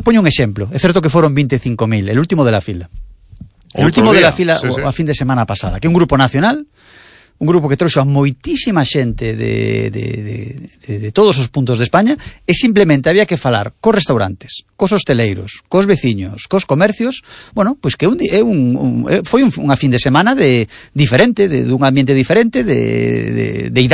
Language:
Galician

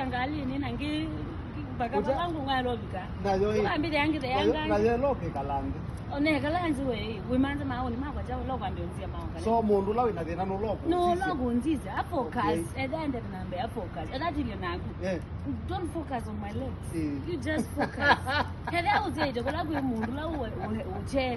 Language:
Kamba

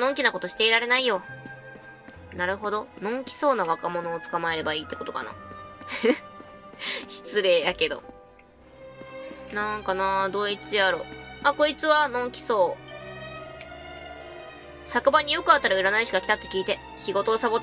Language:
Japanese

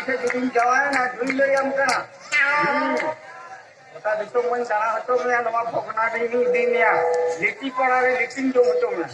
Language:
Santali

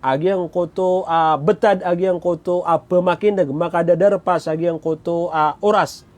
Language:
Maranao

